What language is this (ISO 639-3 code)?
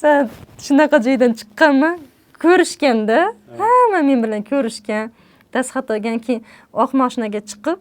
uzb